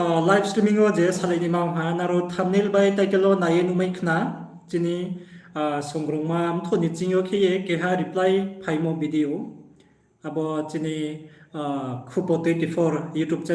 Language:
Riang (India)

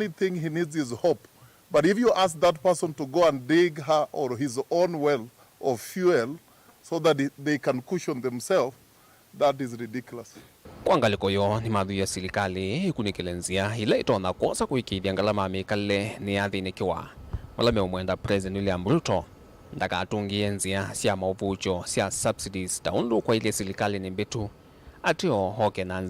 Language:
Kamba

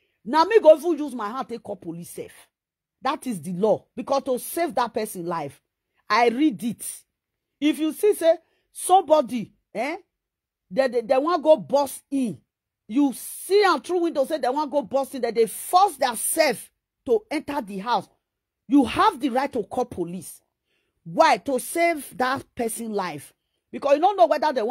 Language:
Nigerian Pidgin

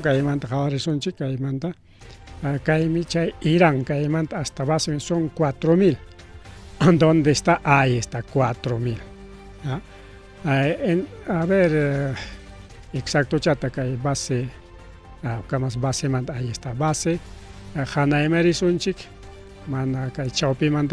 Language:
Ayacucho Quechua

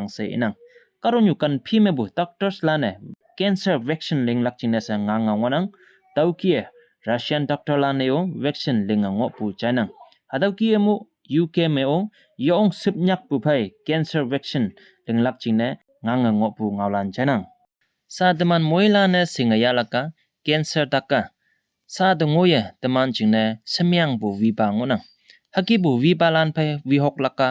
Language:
Konyak Naga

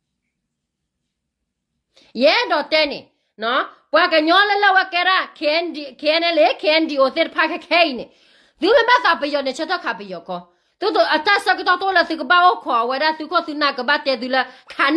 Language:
S'gaw Karen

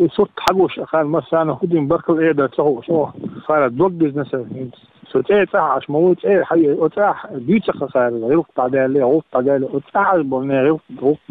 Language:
Chechen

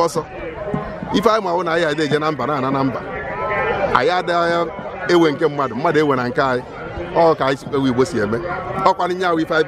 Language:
Igbo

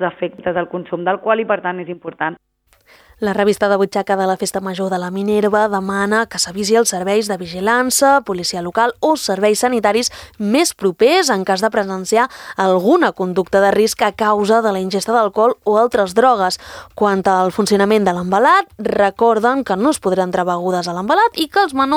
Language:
Catalan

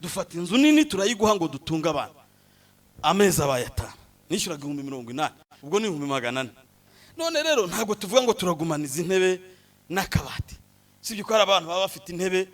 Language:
Kinyarwanda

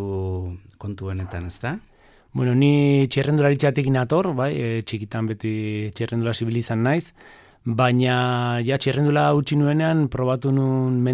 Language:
Basque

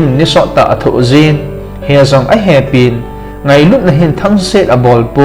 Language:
Thado Chin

